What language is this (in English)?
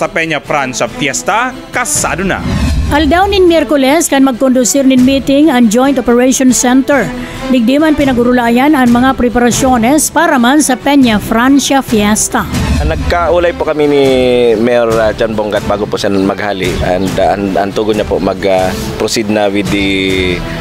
Bikol